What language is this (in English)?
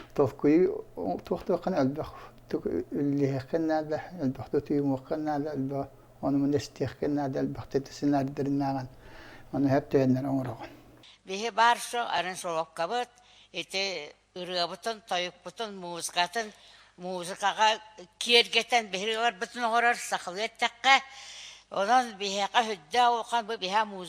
Yakut